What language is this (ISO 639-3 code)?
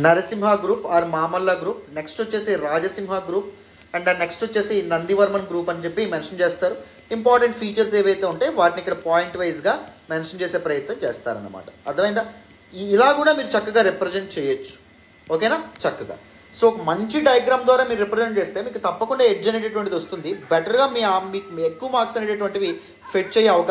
tel